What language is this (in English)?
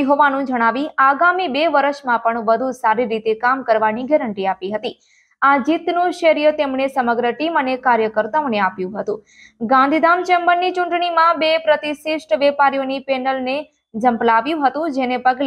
Gujarati